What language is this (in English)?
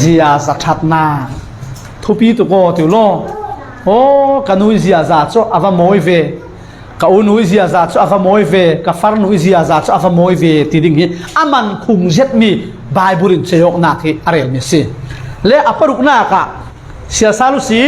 Falam Chin